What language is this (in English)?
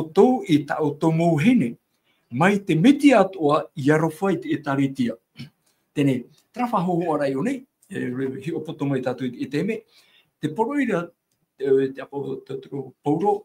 Tahitian